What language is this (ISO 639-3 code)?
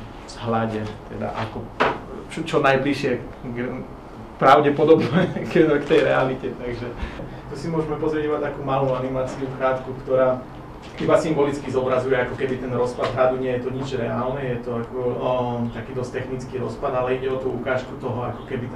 slk